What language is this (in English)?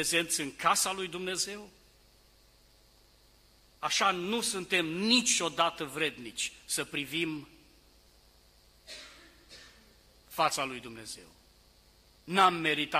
Romanian